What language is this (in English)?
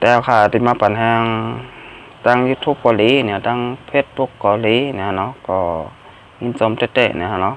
Shan